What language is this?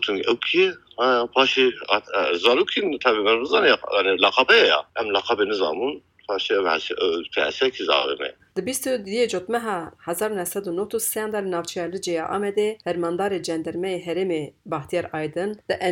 Kurdish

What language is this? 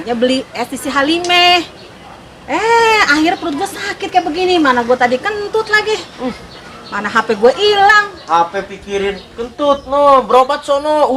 Betawi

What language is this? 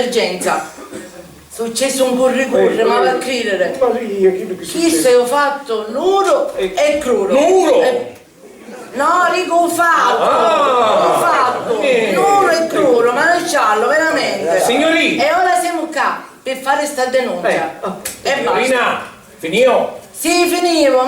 Sicilian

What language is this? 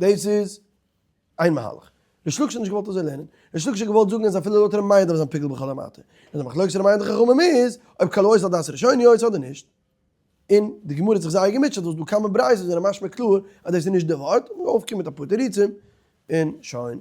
Yiddish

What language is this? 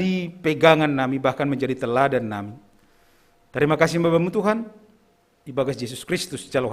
Batak Simalungun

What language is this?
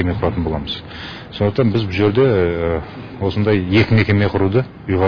Kazakh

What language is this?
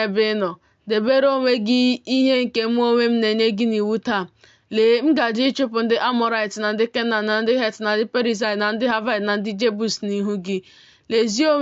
Igbo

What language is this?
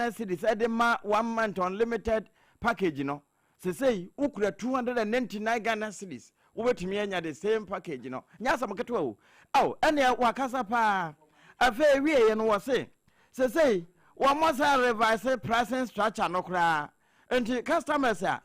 Akan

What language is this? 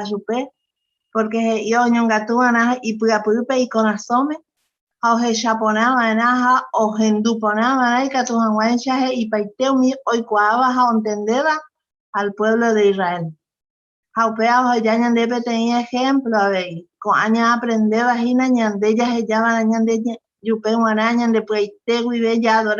Guarani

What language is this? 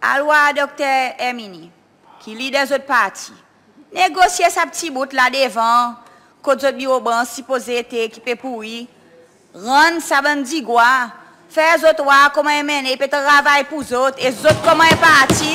Seselwa Creole French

